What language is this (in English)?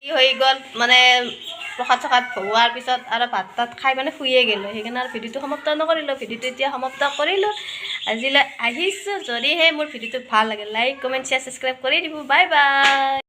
Assamese